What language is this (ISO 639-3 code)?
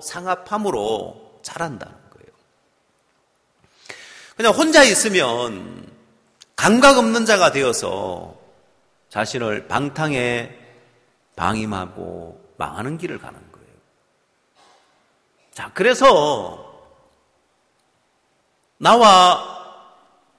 kor